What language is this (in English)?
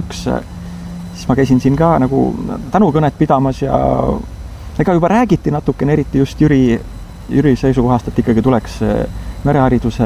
Estonian